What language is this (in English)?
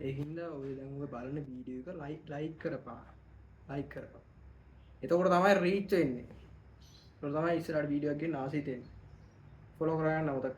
Sinhala